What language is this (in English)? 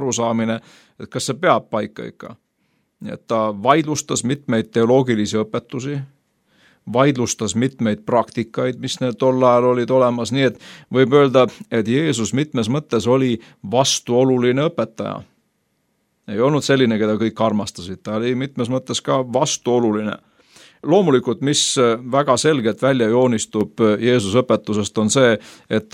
Estonian